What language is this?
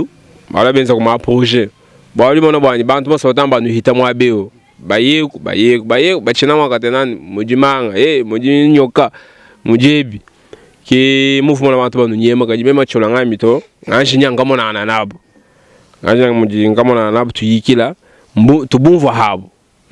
Luba-Lulua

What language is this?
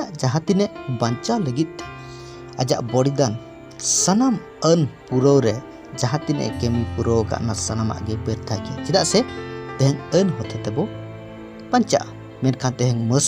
Santali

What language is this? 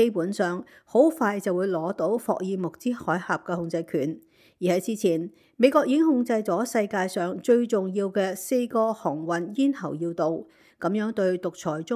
Cantonese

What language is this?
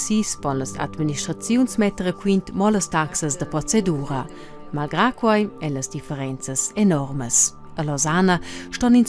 Romansh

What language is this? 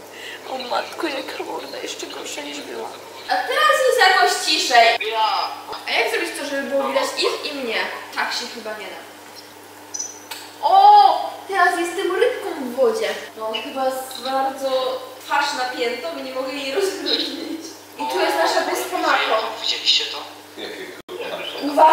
Polish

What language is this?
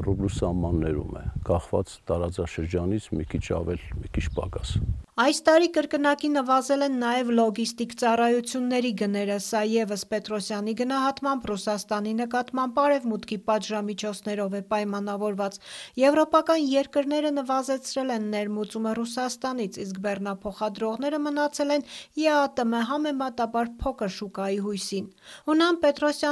Armenian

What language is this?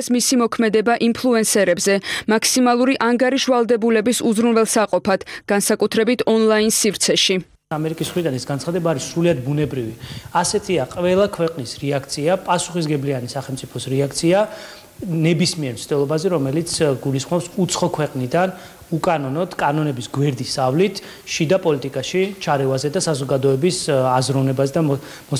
Georgian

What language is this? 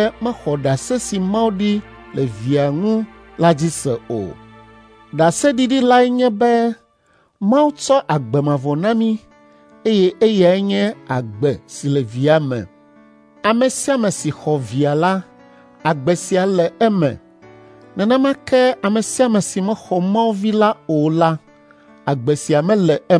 Ewe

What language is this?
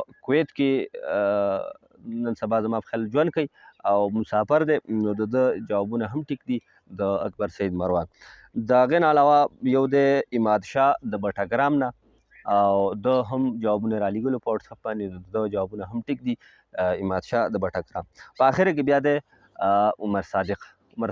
Pashto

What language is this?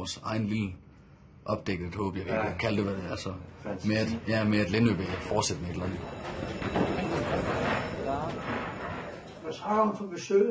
Danish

